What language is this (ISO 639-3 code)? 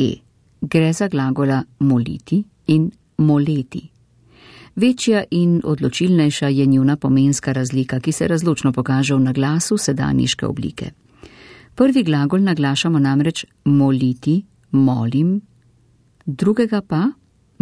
slv